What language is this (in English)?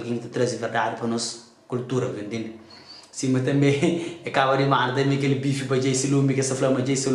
Kabuverdianu